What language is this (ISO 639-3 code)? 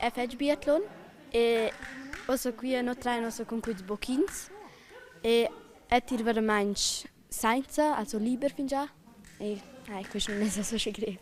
roh